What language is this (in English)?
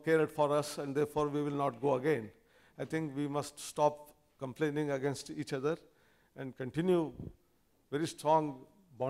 English